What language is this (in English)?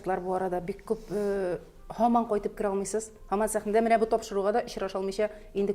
Tatar